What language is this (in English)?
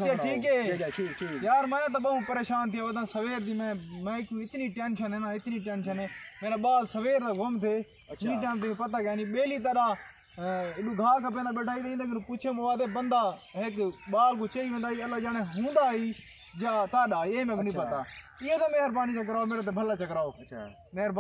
Saraiki